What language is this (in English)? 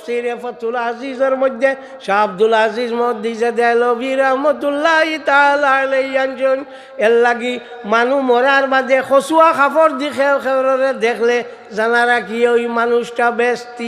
Sylheti